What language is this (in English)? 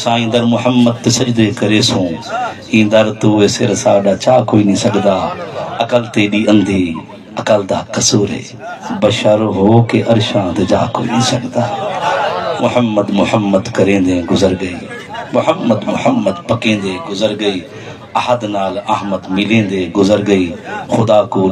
Saraiki